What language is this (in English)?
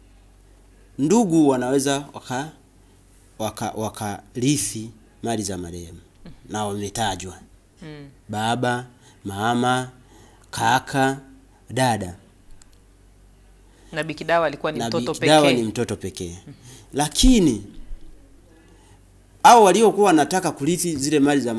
Swahili